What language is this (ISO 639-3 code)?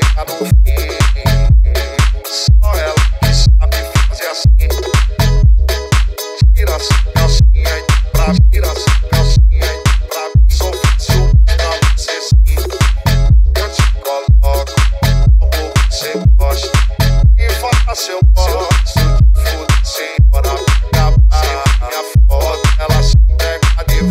por